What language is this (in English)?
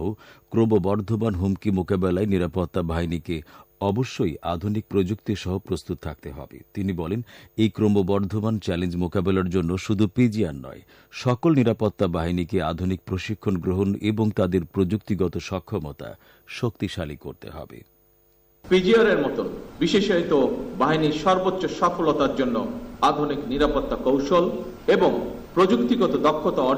Bangla